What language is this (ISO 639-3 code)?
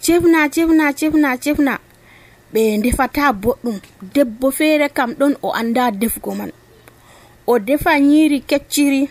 fuv